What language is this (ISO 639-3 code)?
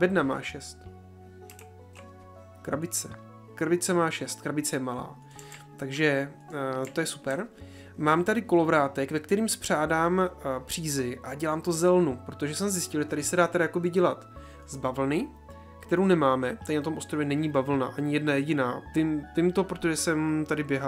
ces